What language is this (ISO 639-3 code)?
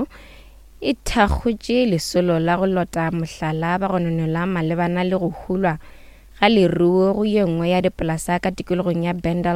nso